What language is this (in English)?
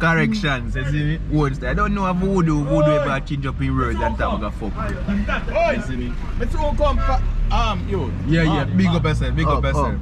Jamaican Creole English